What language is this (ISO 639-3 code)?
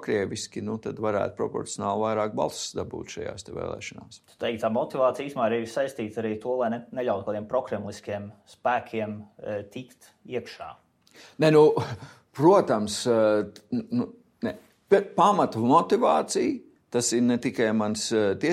lav